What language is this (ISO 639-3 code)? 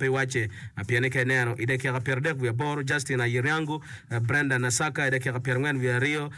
ach